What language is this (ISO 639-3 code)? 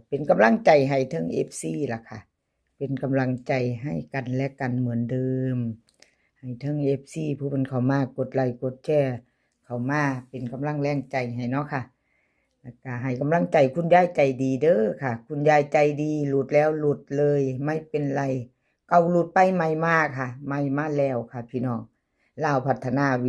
tts